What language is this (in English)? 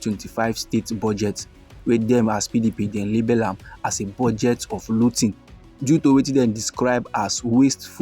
Nigerian Pidgin